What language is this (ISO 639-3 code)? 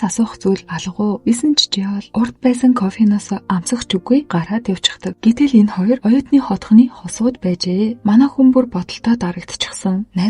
mon